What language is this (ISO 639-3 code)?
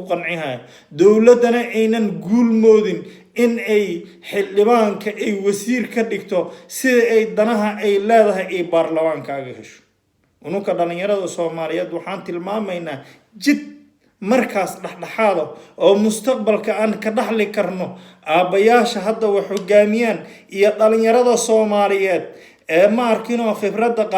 som